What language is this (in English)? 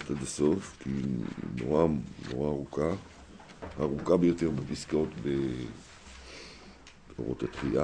Hebrew